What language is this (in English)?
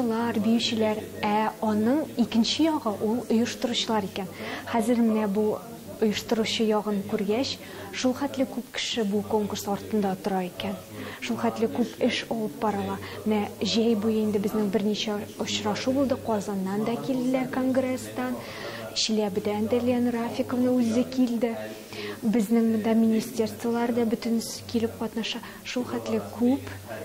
Tatar